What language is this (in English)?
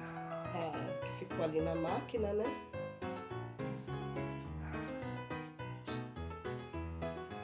Portuguese